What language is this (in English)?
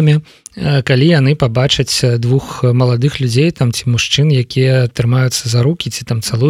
Belarusian